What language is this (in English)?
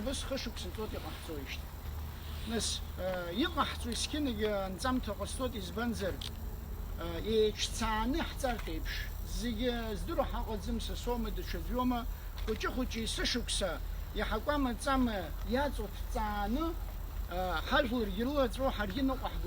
Abkhazian